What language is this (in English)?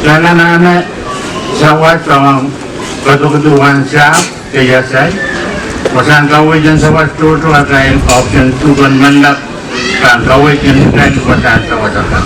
Pohnpeian